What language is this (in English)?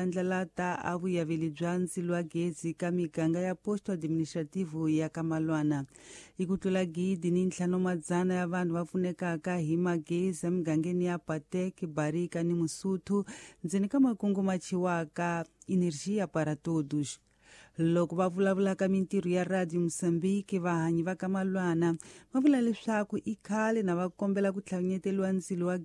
Tsonga